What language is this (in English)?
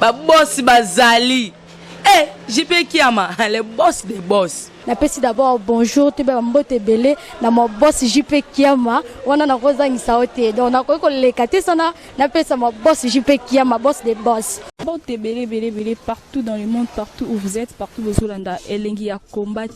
Lingala